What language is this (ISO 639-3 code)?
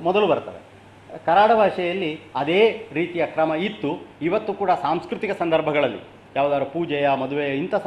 kan